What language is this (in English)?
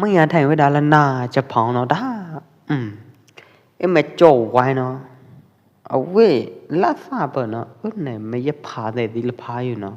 Pwo Eastern Karen